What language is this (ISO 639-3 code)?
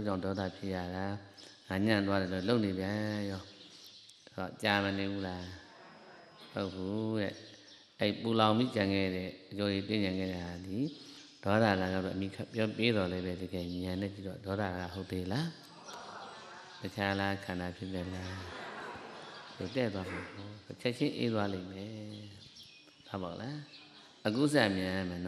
mya